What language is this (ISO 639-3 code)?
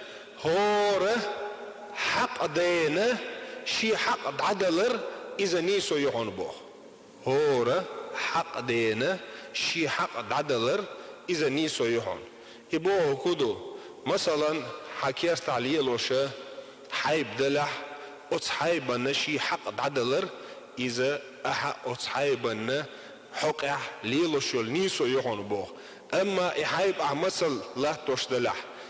che